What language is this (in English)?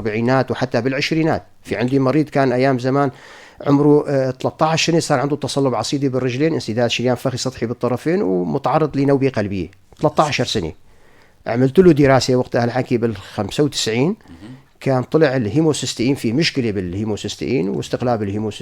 North Levantine Arabic